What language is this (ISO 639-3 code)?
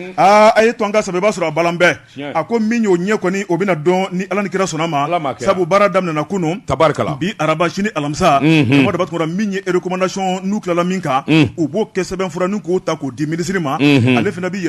bam